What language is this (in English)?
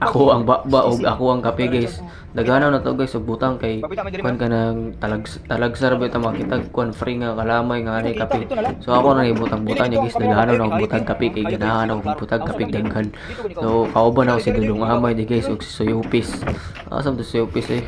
Cebuano